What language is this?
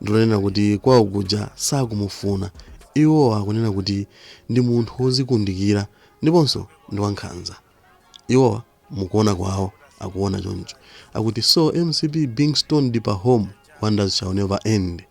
Nyanja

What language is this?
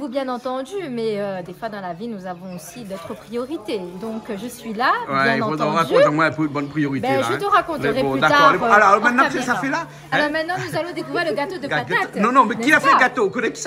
Réunion Creole French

